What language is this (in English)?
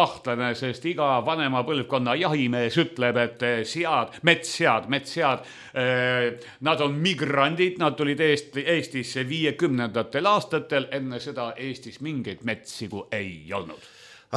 Estonian